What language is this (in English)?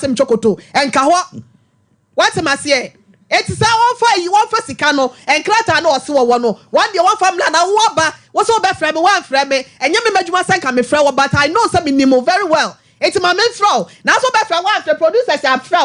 Akan